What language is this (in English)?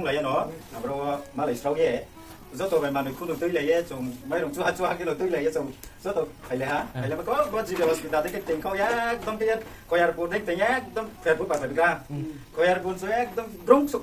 Riang (India)